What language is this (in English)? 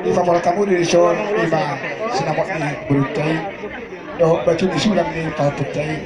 Batak Toba